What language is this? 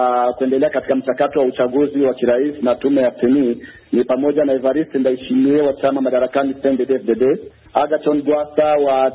Swahili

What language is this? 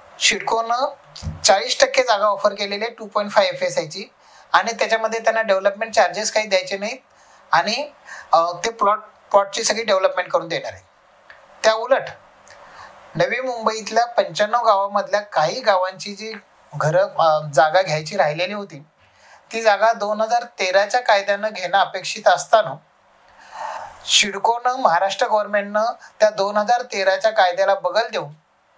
Marathi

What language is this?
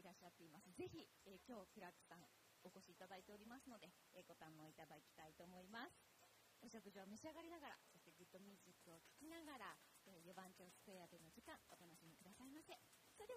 Japanese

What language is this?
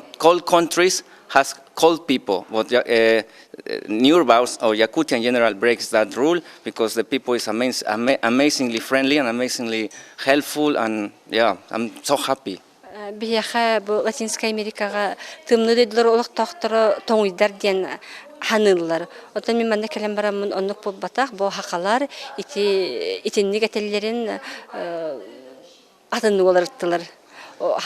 Yakut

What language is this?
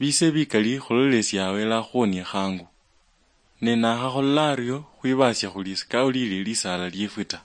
Luyia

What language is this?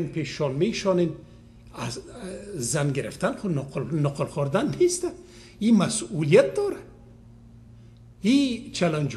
Persian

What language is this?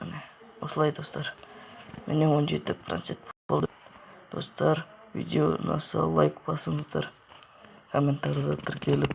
Kazakh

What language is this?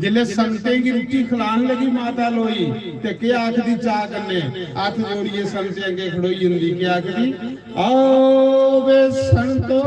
Dogri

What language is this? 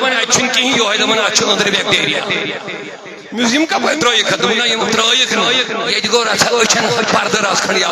Kashmiri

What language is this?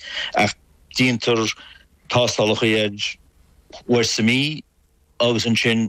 Irish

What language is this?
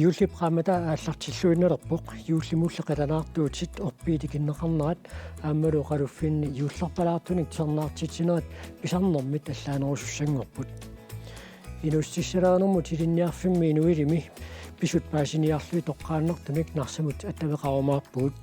Kalaallisut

